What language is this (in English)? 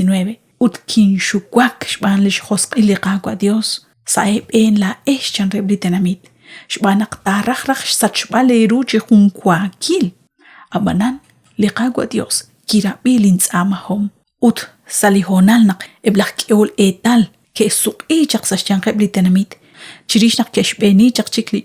Kekchí